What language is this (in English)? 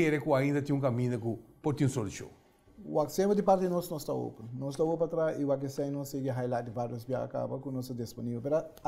Papiamento